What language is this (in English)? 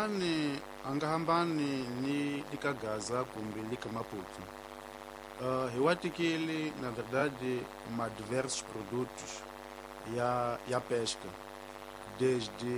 Tsonga